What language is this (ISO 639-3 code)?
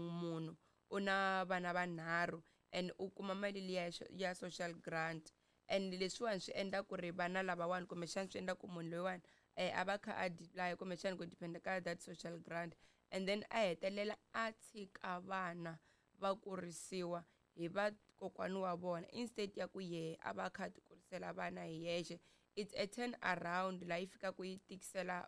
tso